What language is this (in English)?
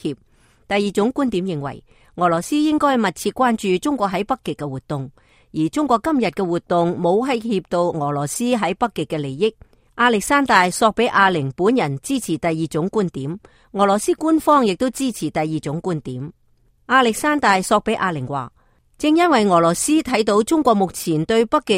Cantonese